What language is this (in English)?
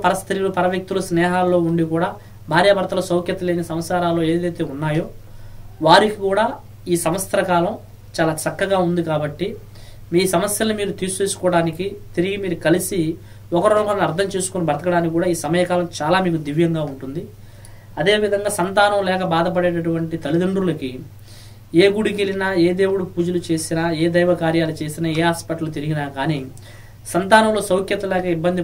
Telugu